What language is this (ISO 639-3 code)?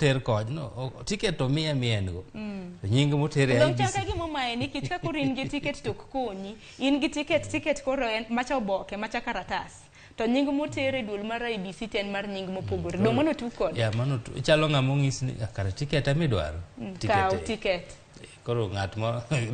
luo